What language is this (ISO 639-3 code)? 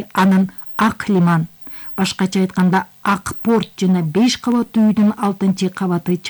kir